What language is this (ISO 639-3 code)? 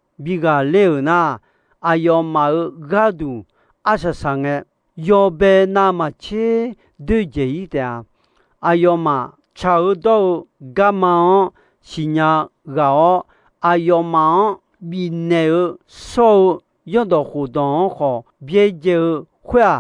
ahk